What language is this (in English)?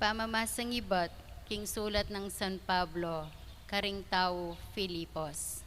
Pampanga